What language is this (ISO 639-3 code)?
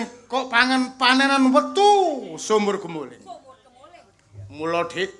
jav